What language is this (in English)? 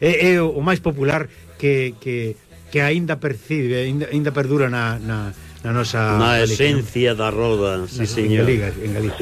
Galician